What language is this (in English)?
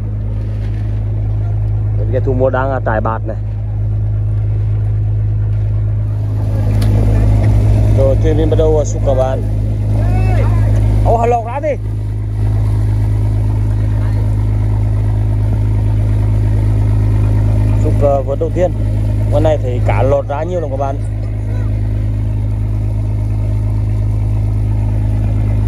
Vietnamese